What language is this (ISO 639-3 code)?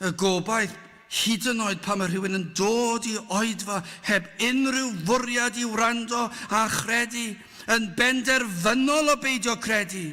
cym